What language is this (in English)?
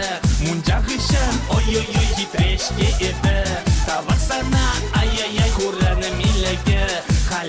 Chuvash